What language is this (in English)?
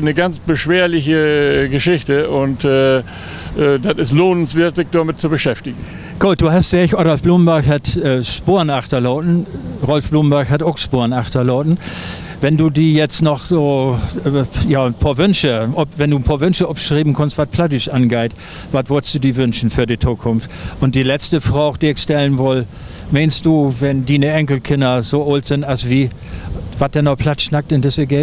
Low German